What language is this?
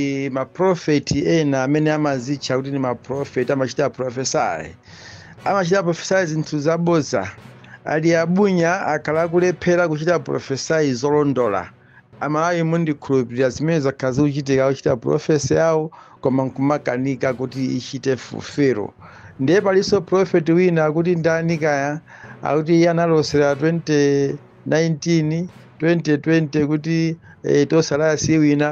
Nyanja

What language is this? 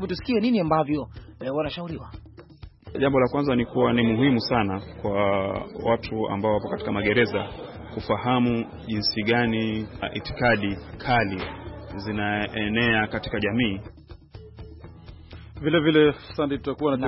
Swahili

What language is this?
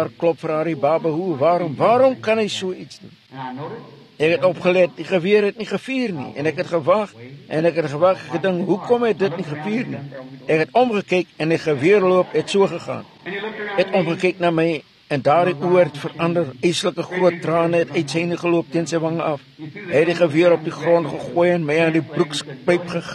Afrikaans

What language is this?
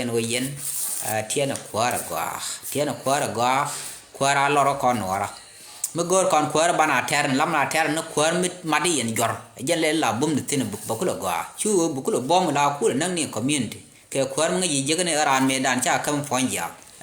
Nuer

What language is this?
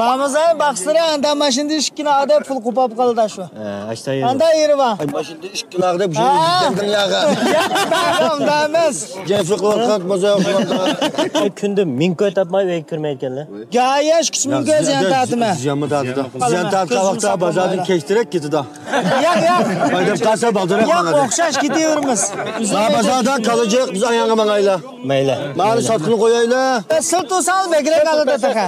Uyghur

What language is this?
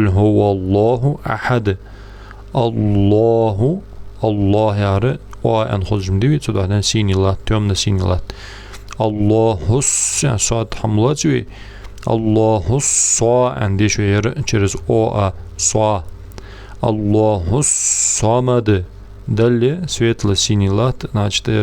Ingush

